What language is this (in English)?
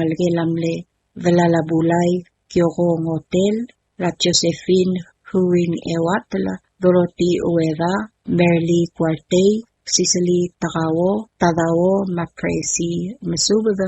Palauan